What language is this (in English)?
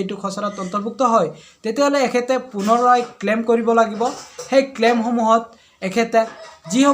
Assamese